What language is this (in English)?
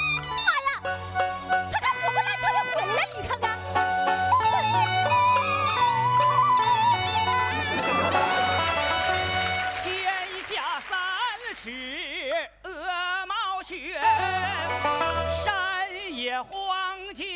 Chinese